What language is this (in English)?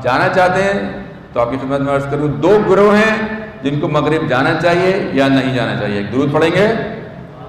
Urdu